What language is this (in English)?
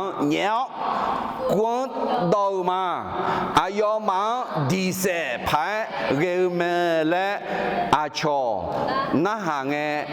Akha